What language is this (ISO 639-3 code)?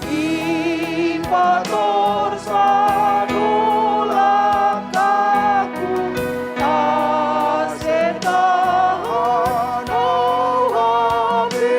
bts